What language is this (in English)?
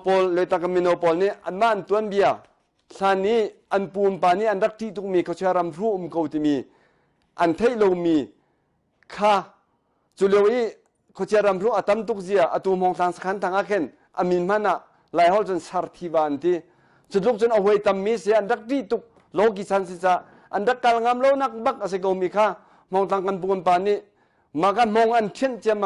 Hakha Chin